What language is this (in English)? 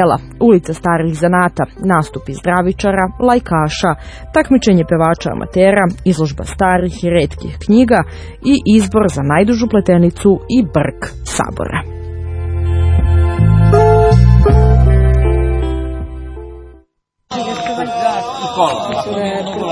Serbian